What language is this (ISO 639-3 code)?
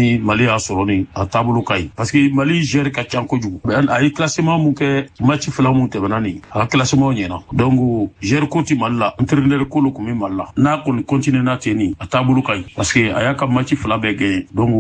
bam